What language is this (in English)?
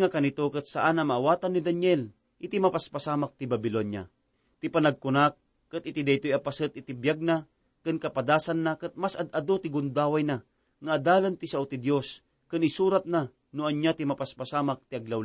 Iloko